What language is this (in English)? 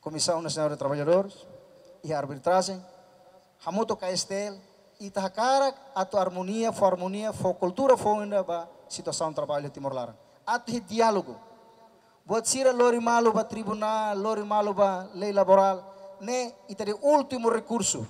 Tetum